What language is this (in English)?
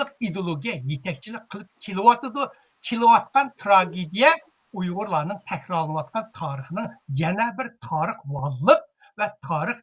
Uyghur